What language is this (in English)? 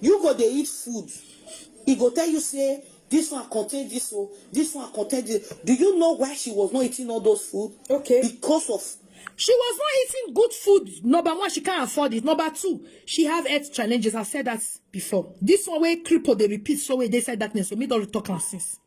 Nigerian Pidgin